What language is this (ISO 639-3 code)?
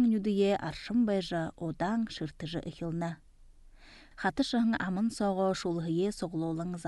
bua